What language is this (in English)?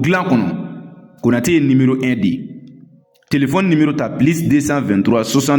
Bambara